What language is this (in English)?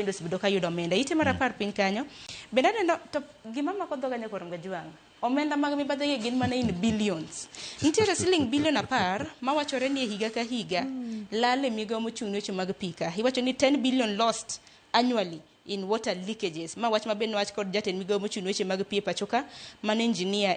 Luo (Kenya and Tanzania)